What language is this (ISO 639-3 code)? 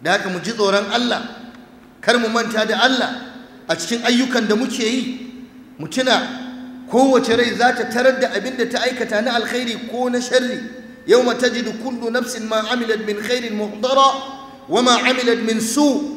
hau